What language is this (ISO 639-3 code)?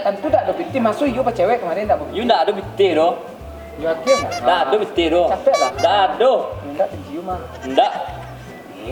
min